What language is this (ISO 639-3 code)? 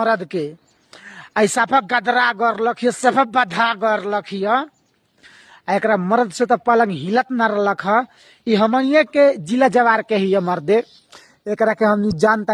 bho